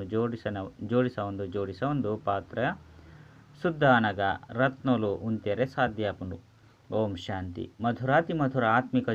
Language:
Tulu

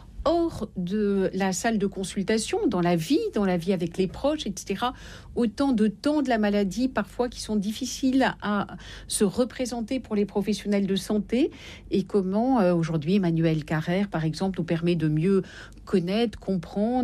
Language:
French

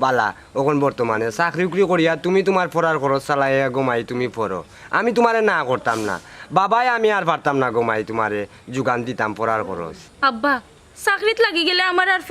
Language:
Sylheti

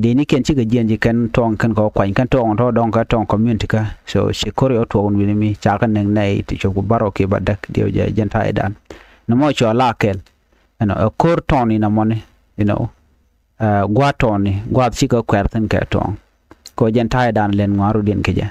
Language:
Nuer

